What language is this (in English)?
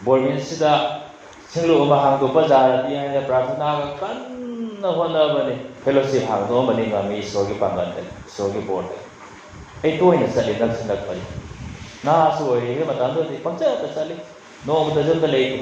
Manipuri